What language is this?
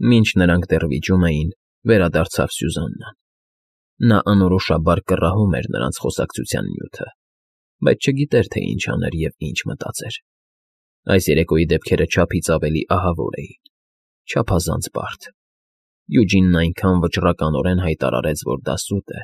Armenian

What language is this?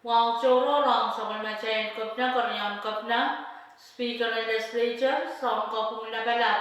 Pohnpeian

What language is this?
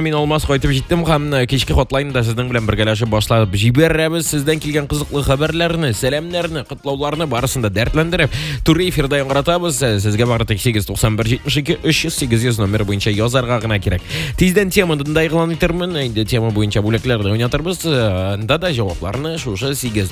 Tatar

